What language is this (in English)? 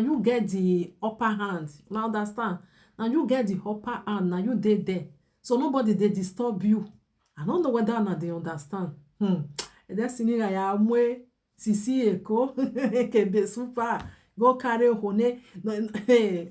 Nigerian Pidgin